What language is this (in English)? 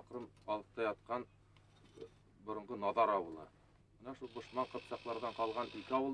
Bashkir